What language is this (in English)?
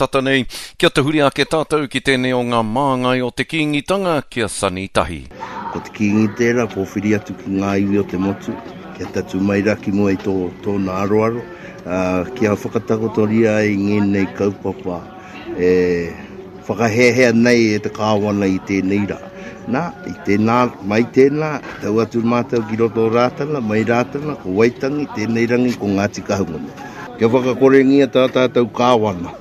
Māori